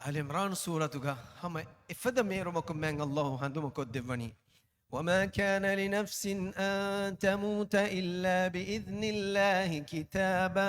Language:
Divehi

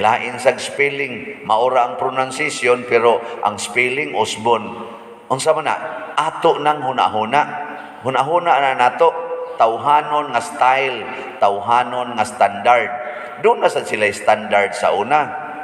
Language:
Cebuano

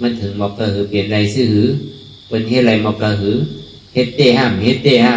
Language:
Shan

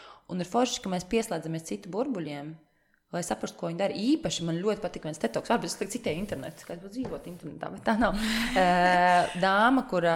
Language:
Latvian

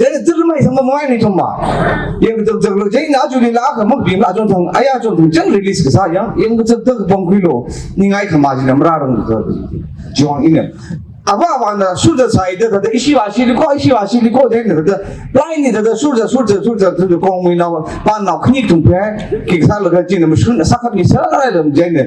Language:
Tangkhul Naga (India)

